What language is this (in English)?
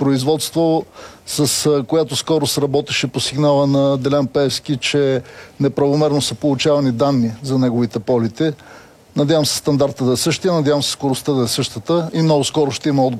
Bulgarian